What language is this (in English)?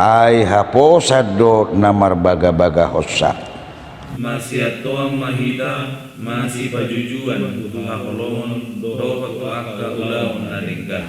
Batak Toba